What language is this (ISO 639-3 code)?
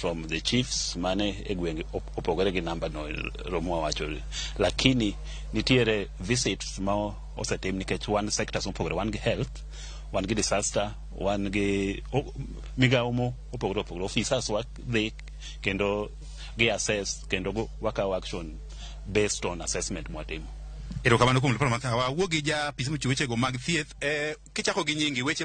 luo